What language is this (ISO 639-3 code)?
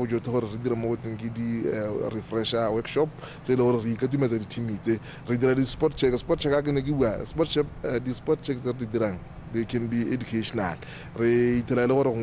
tsn